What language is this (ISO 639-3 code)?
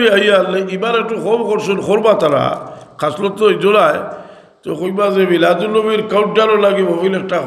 syl